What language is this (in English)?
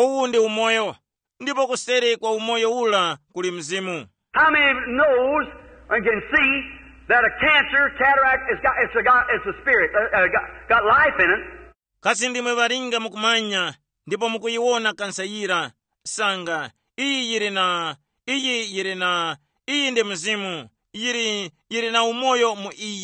Tumbuka